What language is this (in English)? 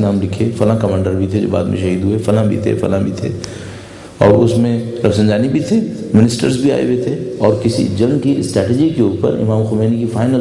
Urdu